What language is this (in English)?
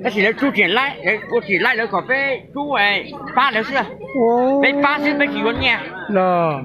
Hmong